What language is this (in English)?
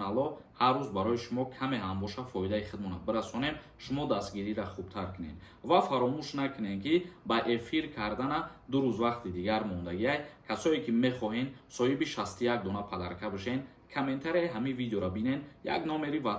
Tajik